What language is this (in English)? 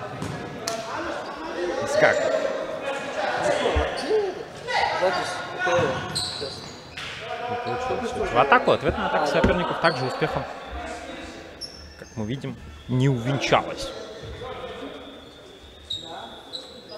Russian